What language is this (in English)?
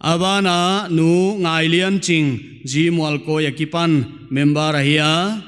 Paite Chin